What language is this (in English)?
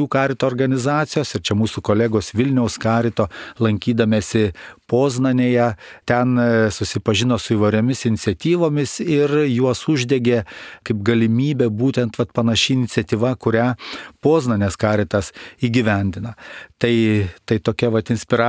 Lithuanian